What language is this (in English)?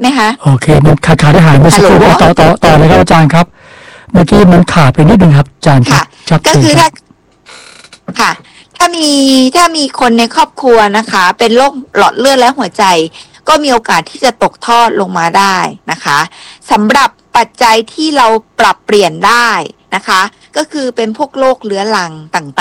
Thai